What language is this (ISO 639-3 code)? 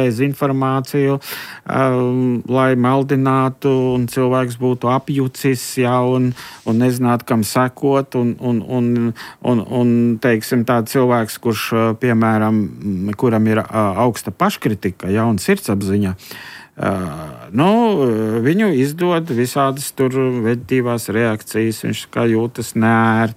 lav